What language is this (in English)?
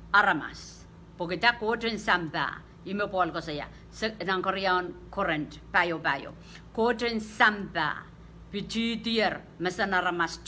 Pohnpeian